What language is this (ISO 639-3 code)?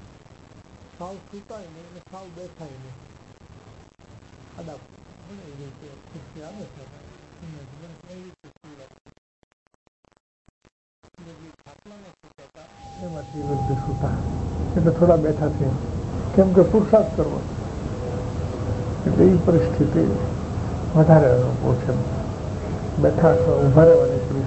guj